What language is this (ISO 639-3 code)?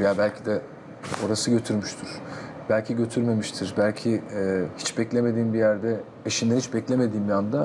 tur